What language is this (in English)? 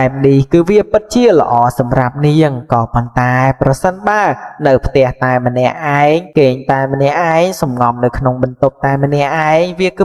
Khmer